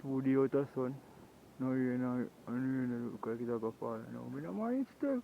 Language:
Jamaican Creole English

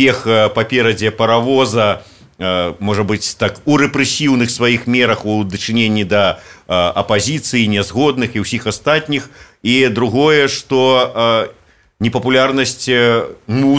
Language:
Belarusian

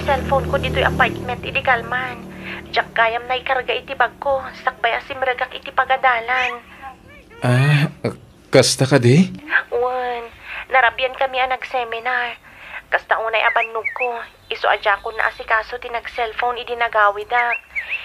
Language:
Iloko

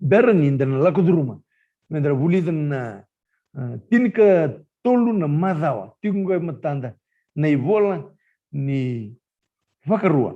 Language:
Fijian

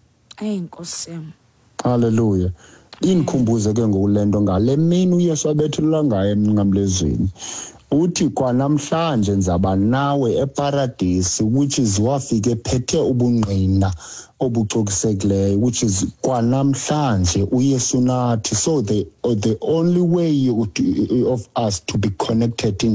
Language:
Xhosa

